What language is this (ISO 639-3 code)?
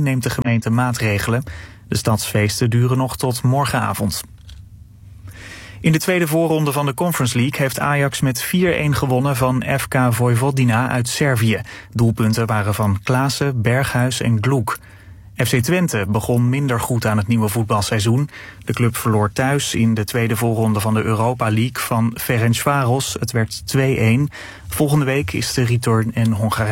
nld